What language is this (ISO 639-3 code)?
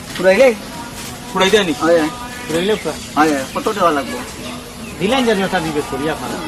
syl